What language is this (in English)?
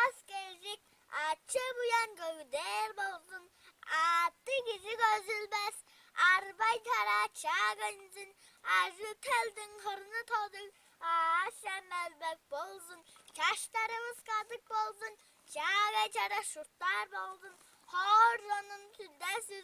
Tuvinian